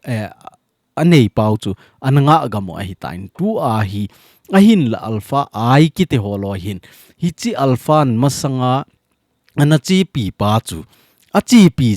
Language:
Thado Chin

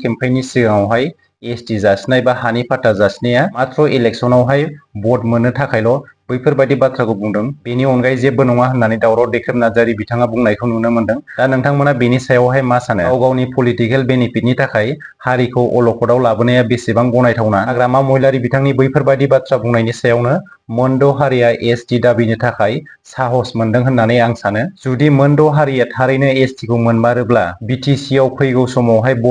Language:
Bodo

